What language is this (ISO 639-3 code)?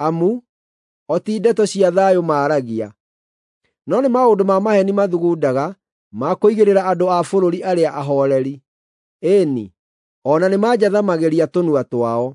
kik